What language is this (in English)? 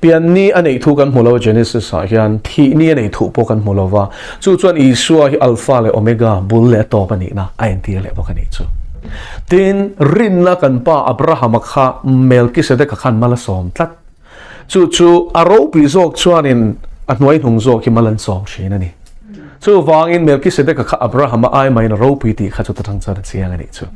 Mizo